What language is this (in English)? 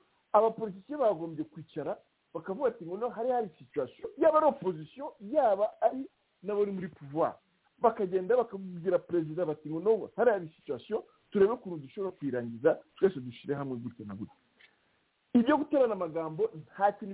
Kinyarwanda